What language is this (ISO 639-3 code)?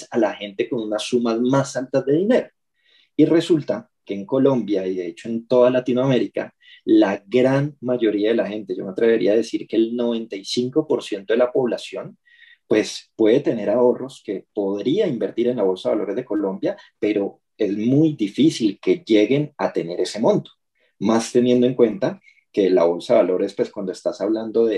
spa